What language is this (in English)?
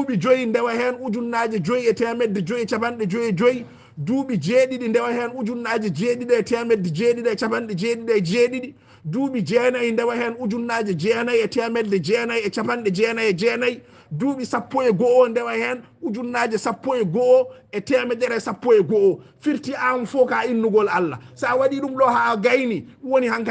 Fula